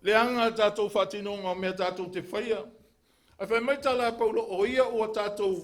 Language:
Samoan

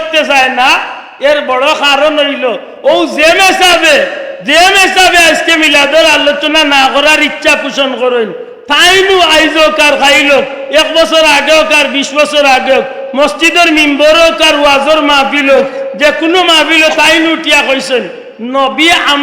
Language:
Sylheti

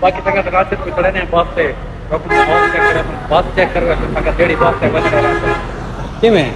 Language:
Saraiki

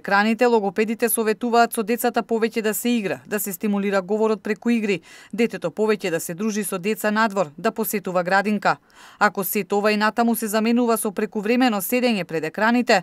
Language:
Macedonian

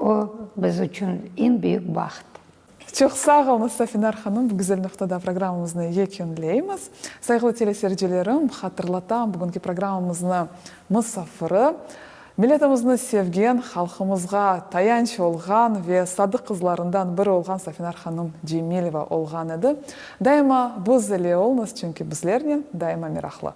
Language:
Crimean Tatar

